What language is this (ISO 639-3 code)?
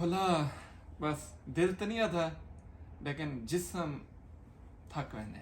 skr